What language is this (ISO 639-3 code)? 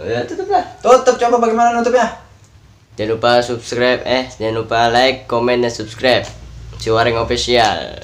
bew